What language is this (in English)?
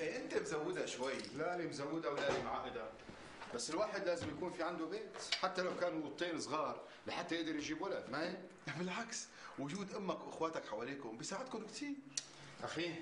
North Levantine Arabic